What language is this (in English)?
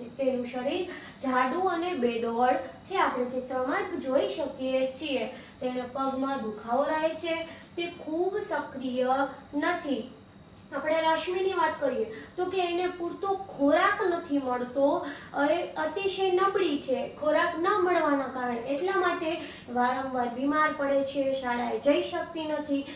Gujarati